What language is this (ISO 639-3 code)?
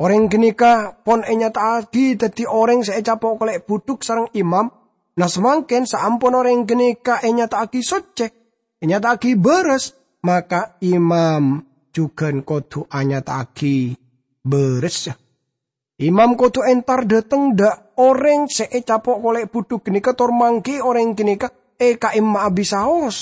mad